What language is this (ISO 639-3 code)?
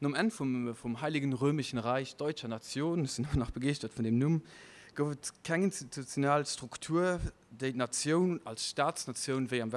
ltz